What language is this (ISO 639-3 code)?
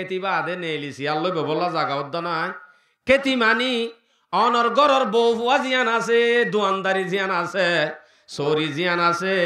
rhg